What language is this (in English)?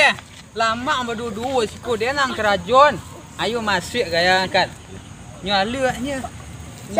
Minangkabau